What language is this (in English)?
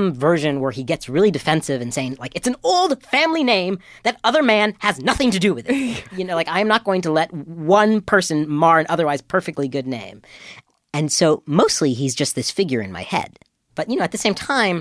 English